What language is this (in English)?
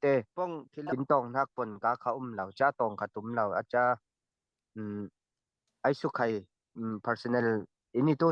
Falam Chin